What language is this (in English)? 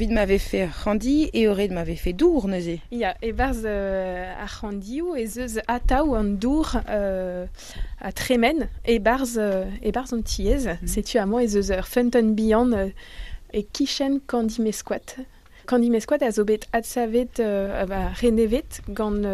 Breton